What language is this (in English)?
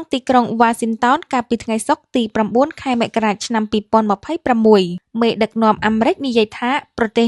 Khmer